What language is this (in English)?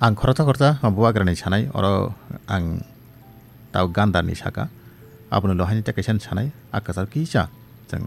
Kok Borok